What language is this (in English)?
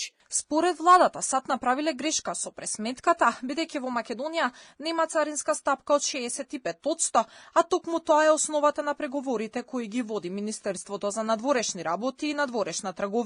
Macedonian